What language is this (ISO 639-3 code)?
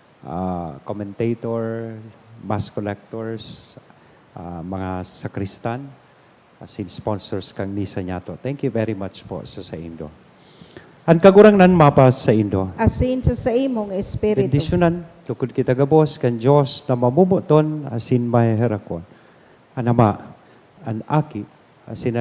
bik